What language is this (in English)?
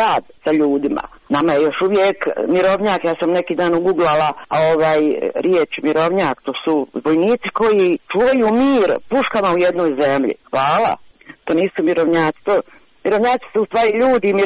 Croatian